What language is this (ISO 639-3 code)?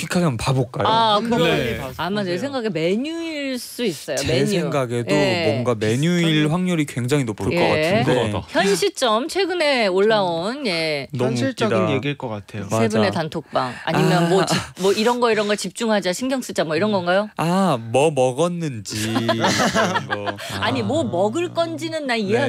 kor